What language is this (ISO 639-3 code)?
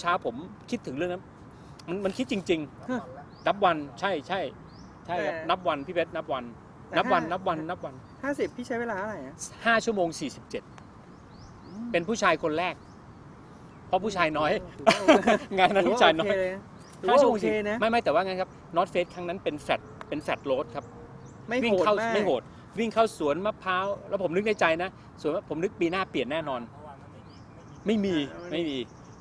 tha